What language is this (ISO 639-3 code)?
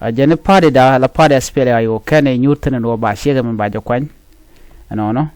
nus